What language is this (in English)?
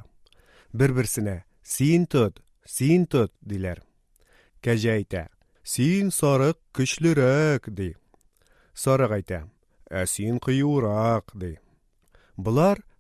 Tatar